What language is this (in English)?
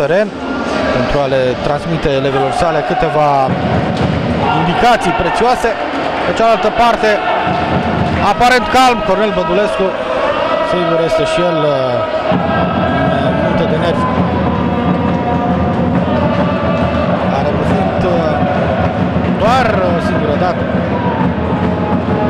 Romanian